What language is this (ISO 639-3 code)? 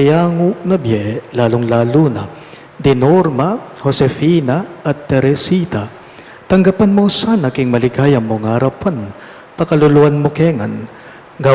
pam